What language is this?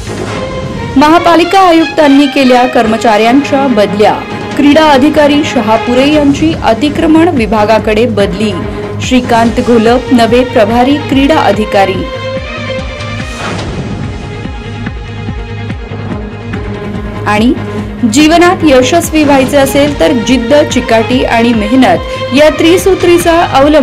Marathi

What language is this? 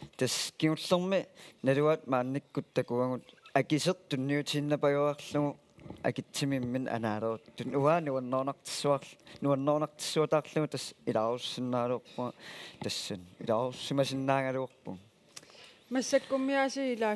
Kalaallisut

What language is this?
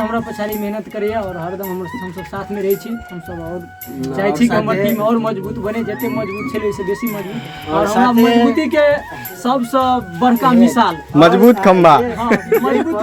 Maithili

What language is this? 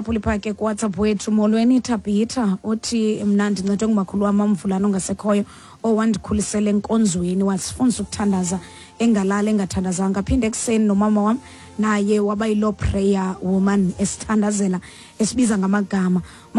Xhosa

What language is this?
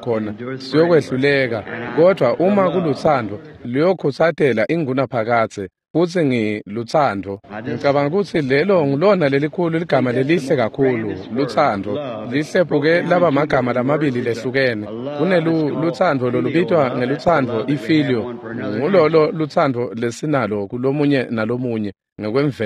Swati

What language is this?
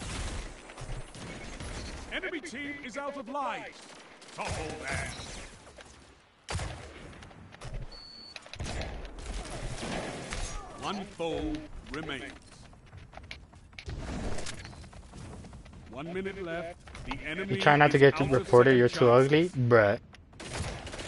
English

